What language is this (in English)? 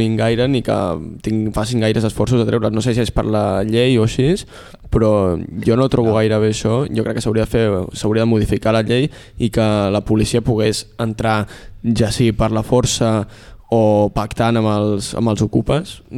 Catalan